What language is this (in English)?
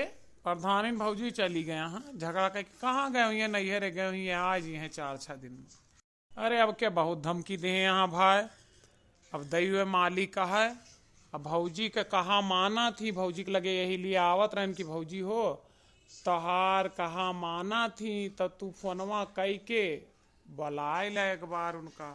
Awadhi